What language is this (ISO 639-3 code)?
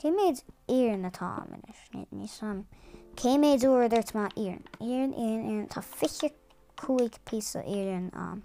gle